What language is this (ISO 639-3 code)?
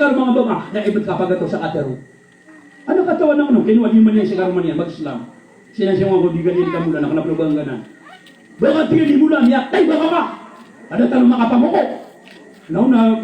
mrw